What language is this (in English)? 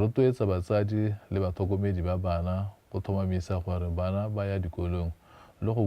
Tswana